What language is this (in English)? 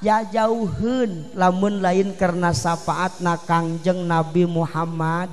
Sundanese